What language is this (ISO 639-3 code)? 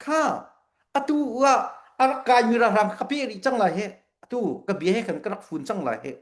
cnh